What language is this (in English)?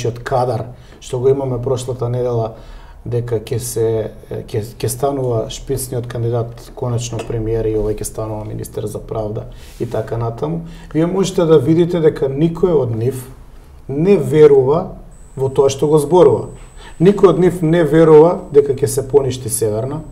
Macedonian